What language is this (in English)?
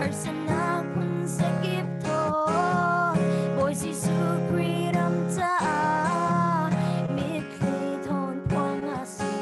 Falam Chin